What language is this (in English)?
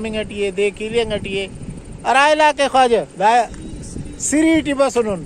Brahui